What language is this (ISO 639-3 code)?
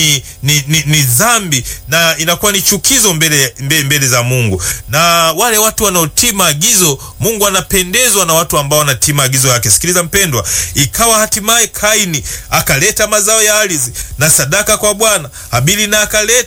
swa